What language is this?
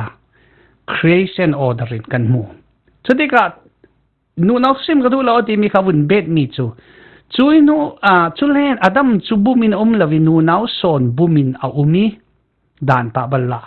Falam Chin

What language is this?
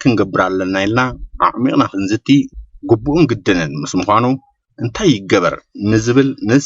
Tigrinya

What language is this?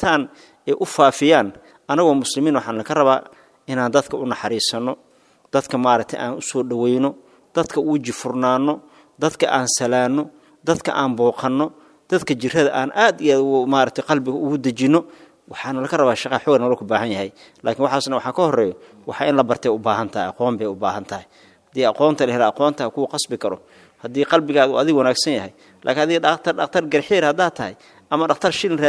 Somali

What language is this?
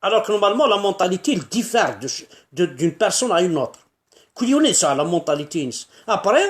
Kabyle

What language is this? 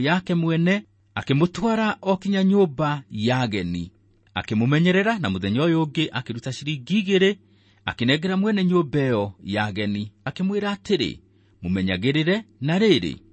Kikuyu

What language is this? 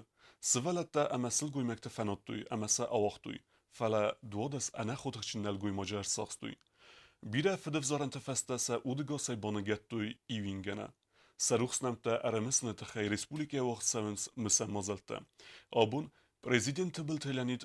Ossetic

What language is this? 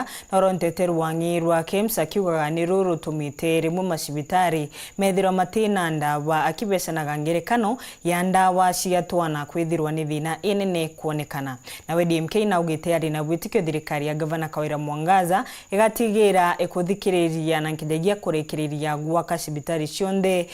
Meru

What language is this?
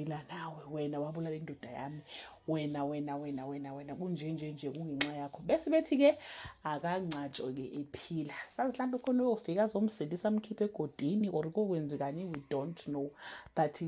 Zulu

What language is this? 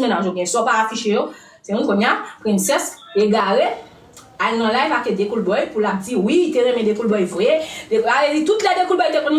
Haitian Creole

